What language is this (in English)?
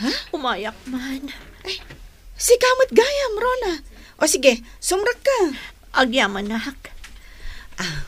Iloko